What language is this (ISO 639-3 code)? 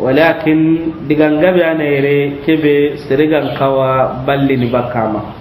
snk